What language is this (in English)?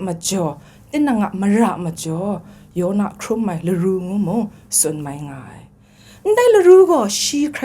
Kachin